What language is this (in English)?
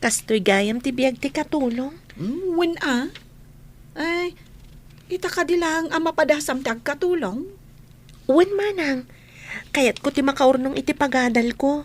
Iloko